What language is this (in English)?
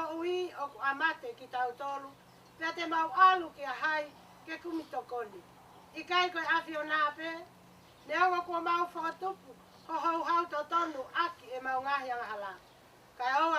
Tongan